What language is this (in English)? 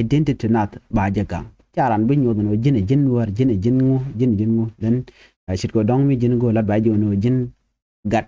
Nuer